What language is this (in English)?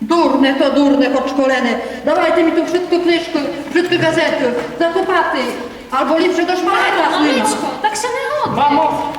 Rusyn